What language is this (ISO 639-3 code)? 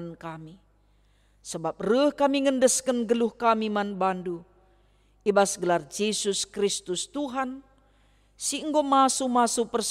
btx